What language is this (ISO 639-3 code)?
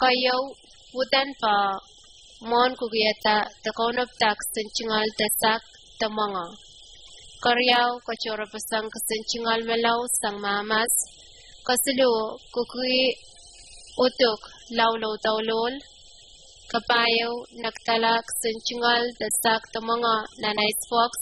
pon